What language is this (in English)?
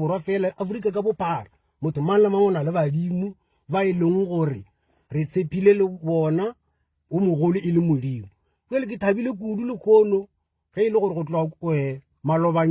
Northern Sotho